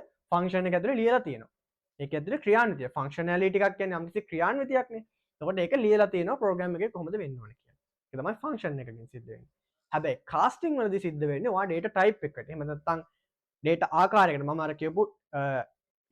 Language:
Sinhala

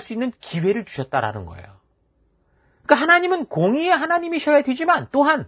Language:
Korean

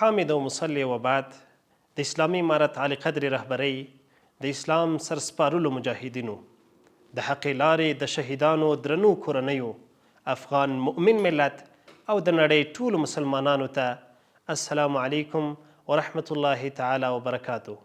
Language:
Pashto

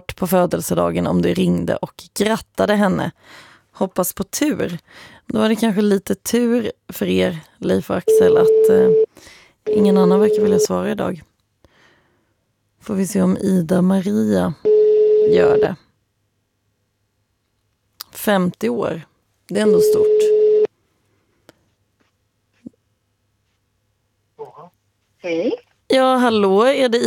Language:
Swedish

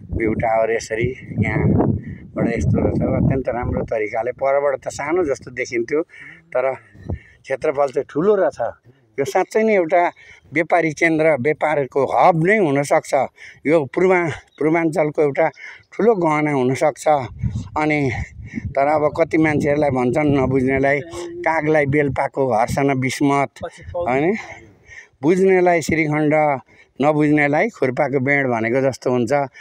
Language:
Nepali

